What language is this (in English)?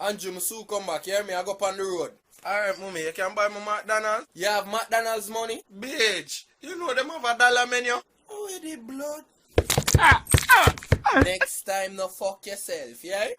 Jamaican Creole English